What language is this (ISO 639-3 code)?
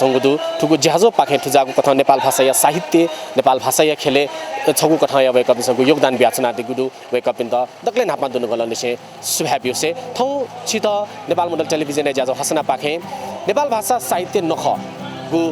new